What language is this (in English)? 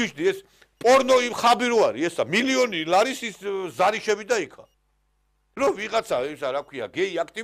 Georgian